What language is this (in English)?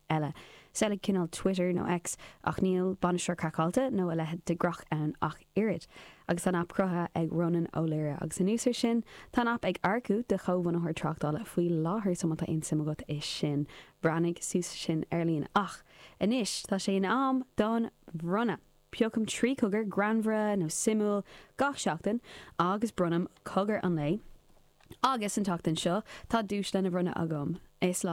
Irish